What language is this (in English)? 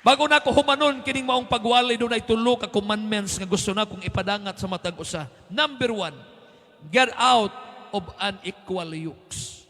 Cebuano